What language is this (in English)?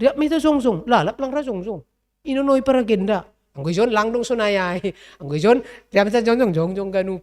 Batak Simalungun